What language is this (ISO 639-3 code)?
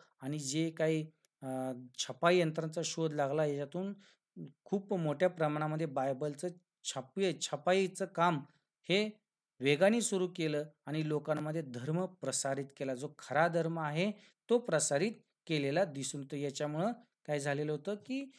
mar